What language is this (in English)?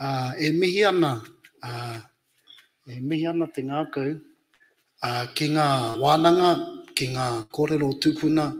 Māori